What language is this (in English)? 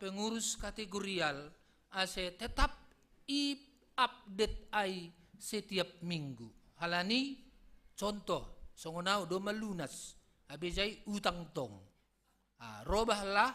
Batak Simalungun